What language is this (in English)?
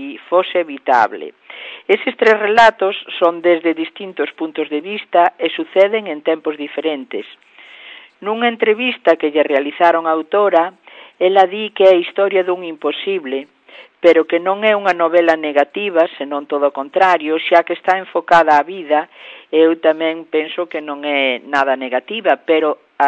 Galician